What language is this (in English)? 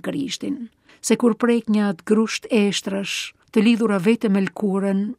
Albanian